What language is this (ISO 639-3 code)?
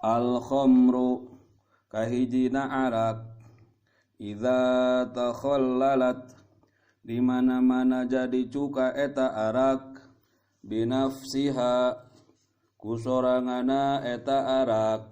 sun